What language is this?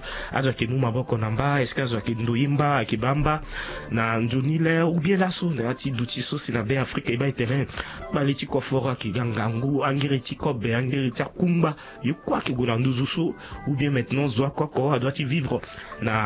Sango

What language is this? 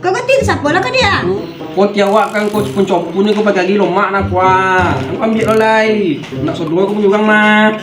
Minangkabau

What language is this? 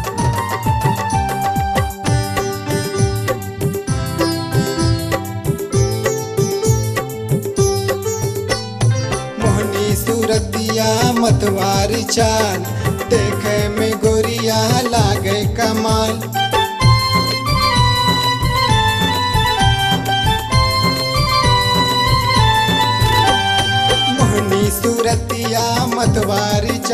Bhojpuri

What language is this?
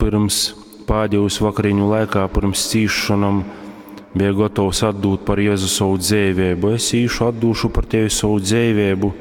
Latgalian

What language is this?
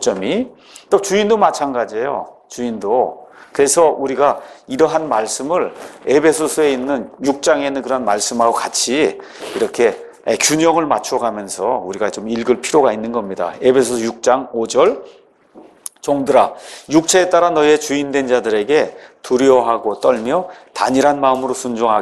Korean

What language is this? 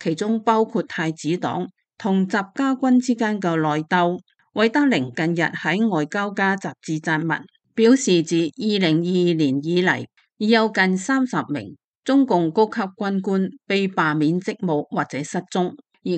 Cantonese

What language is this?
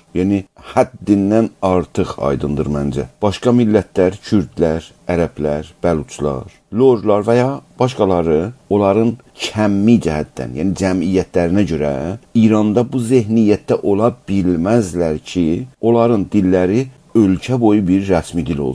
South Azerbaijani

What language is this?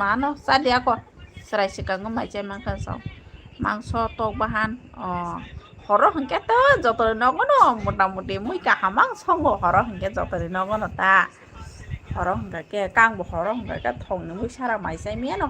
Kok Borok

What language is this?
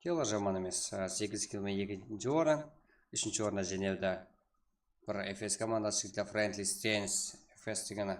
Kara-Kalpak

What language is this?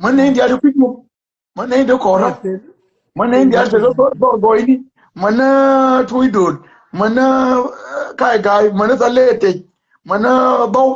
Nuer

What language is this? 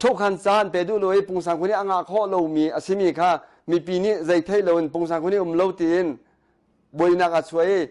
Hakha Chin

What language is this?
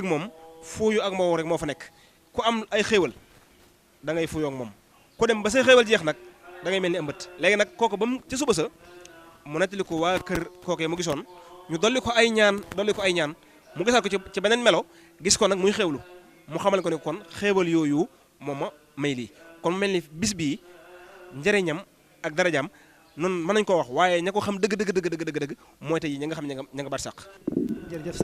Wolof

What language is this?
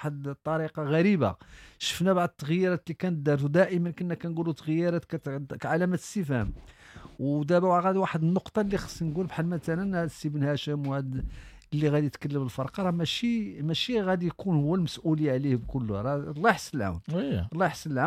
Moroccan Arabic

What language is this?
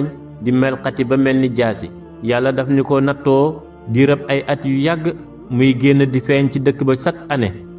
Wolof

